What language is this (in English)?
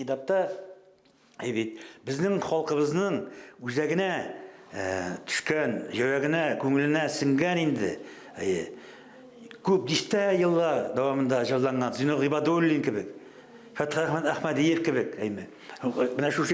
Tatar